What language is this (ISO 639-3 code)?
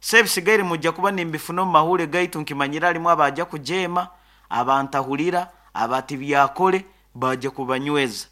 nyo